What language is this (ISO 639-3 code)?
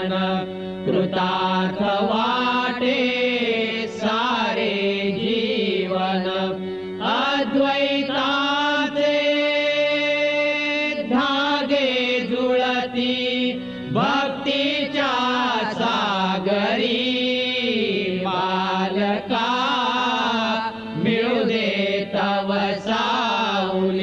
mar